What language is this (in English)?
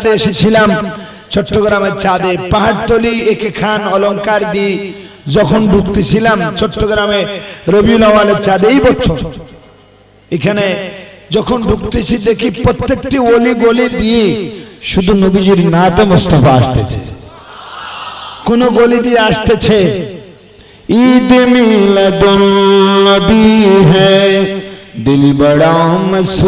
Bangla